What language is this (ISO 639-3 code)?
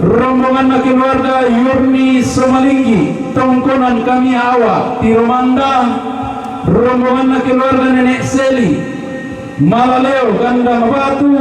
sda